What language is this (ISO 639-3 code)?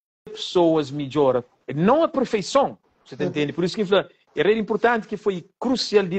kea